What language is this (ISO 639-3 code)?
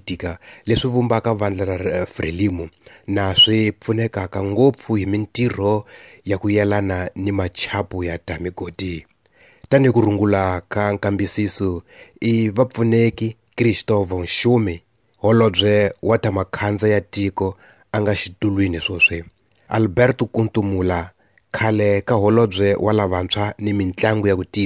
tso